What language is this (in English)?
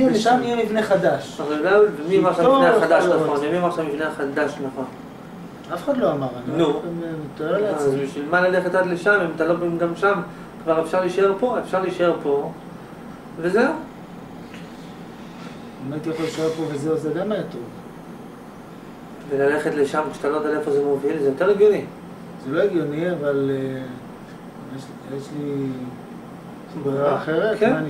Hebrew